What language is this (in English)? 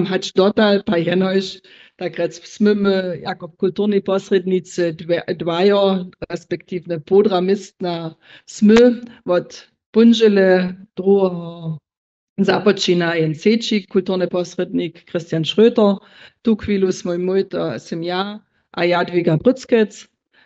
Upper Sorbian